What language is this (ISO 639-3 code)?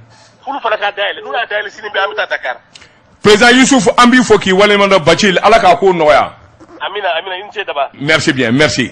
bam